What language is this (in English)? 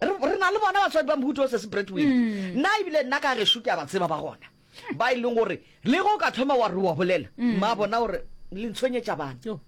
Northern Sotho